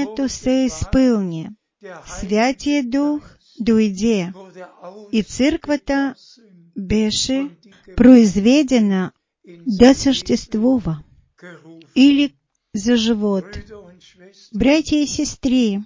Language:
Bulgarian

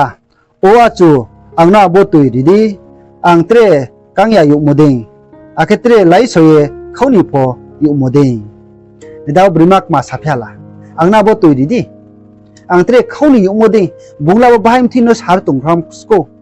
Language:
Riang (India)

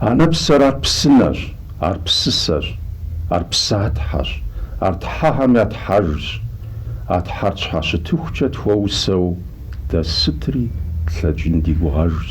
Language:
Kabardian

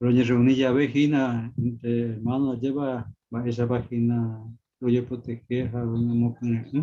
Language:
Guarani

